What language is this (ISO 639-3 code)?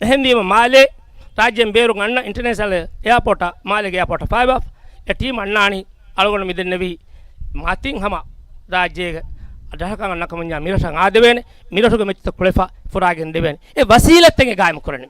div